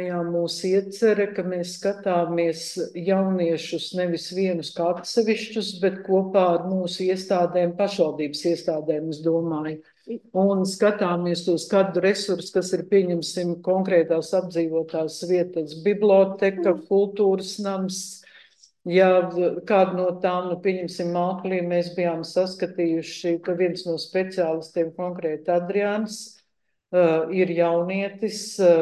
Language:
Latvian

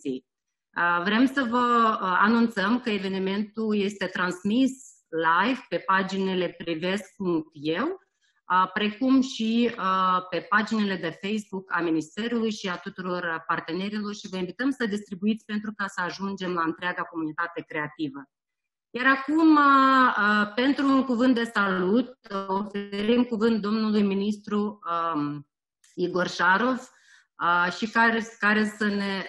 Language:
Romanian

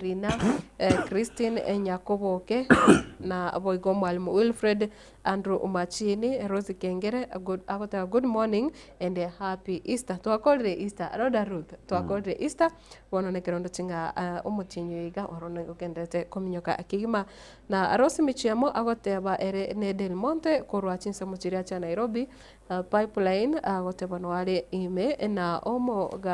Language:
Gusii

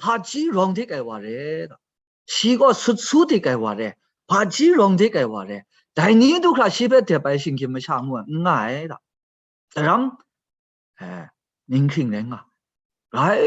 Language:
Kachin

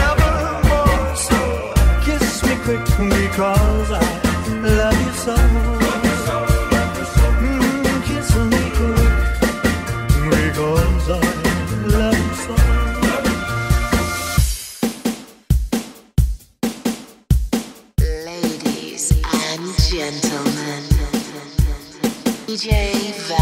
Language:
English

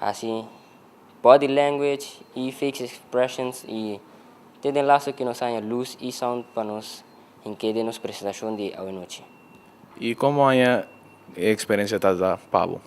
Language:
Papiamento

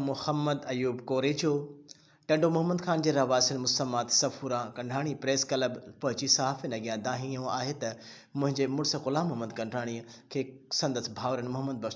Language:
Sindhi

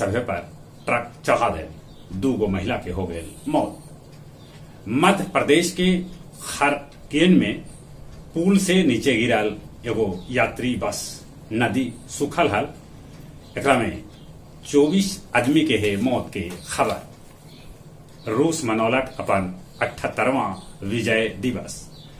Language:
Magahi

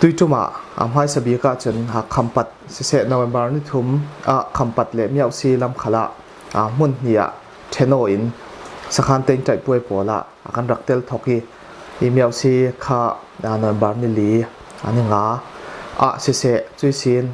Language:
Falam Chin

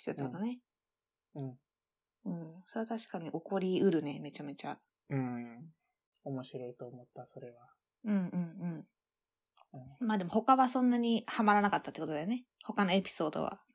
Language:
Japanese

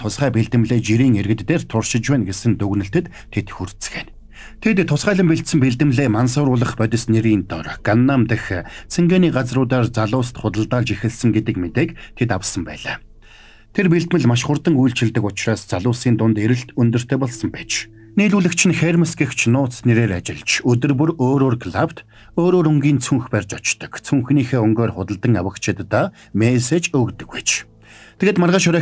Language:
Mongolian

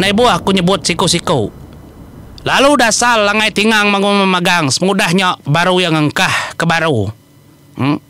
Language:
Iban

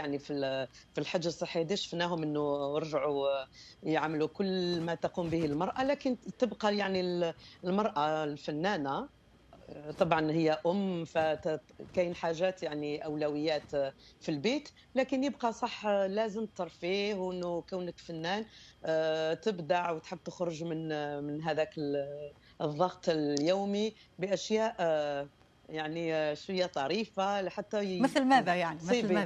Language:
Algerian Arabic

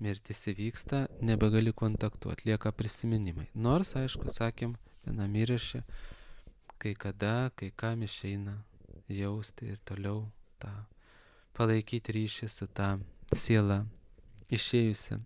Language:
Lithuanian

